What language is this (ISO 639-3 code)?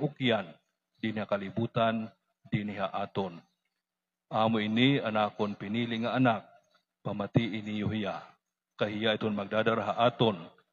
war